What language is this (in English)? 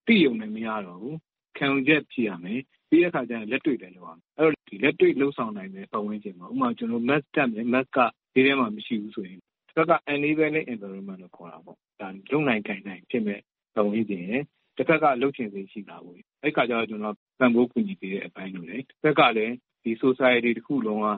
Burmese